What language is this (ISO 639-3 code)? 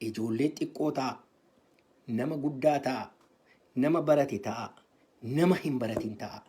orm